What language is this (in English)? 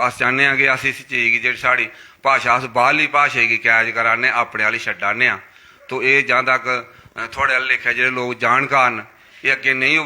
Dogri